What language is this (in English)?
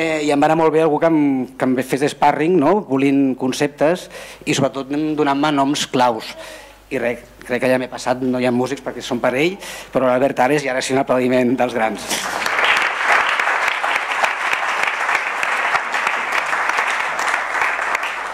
Catalan